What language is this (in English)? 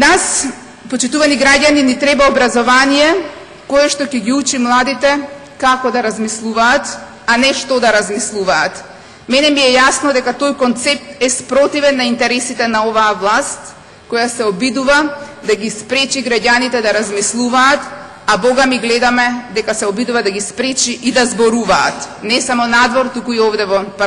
Macedonian